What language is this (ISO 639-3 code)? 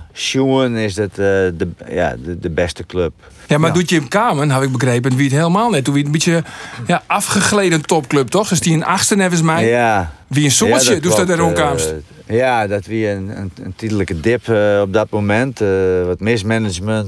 fry